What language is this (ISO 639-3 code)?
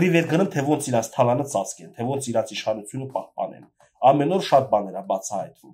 hye